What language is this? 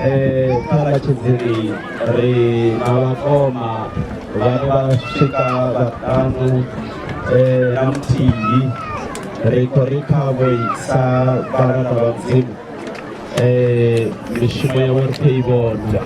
Venda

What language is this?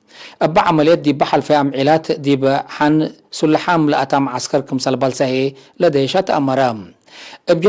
Tigre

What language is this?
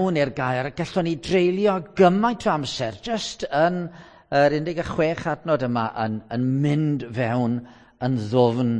Welsh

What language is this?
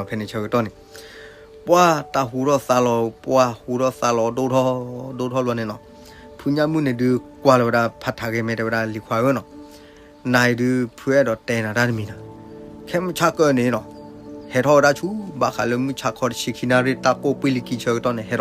S'gaw Karen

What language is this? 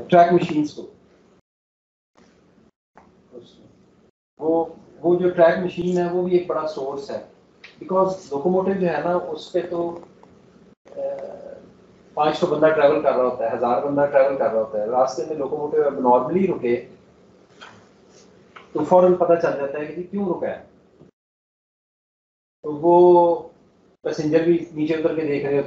Hindi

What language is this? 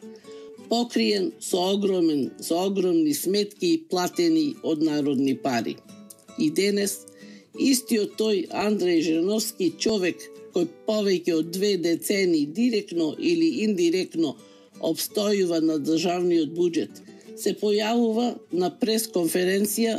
Macedonian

